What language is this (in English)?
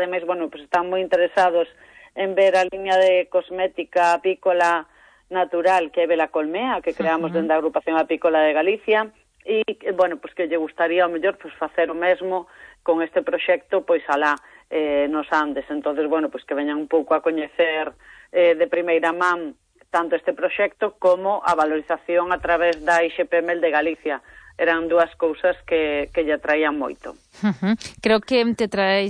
Galician